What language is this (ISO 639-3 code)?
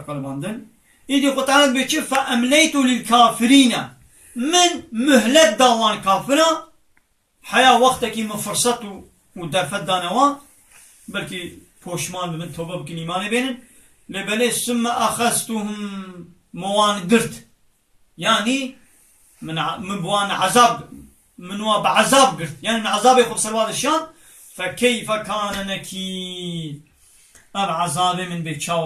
kur